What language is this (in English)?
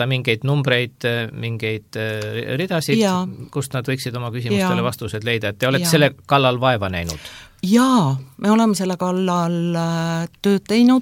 Estonian